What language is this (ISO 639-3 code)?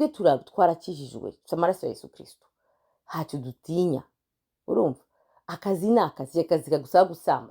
kin